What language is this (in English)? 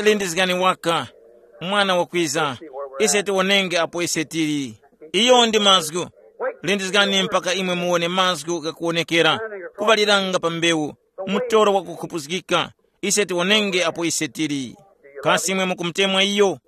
Tumbuka